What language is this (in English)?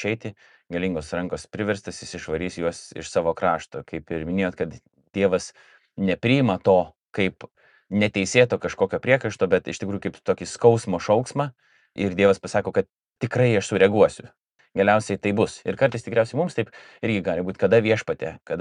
Lithuanian